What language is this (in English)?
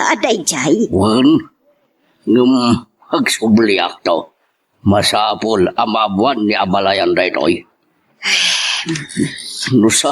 Iloko